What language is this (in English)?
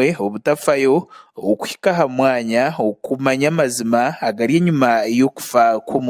Nyankole